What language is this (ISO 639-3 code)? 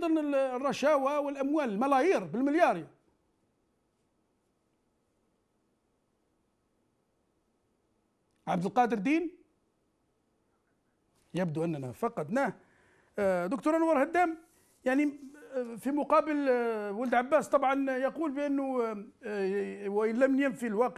ara